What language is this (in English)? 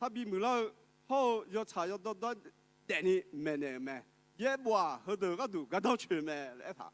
Akha